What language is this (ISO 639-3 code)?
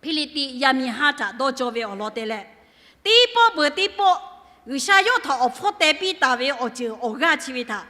lhu